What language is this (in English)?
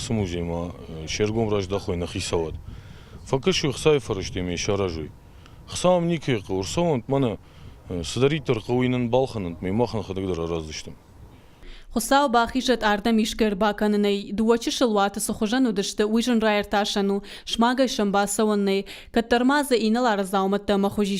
Ossetic